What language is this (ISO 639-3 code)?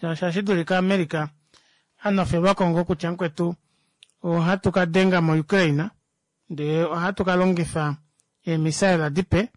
kua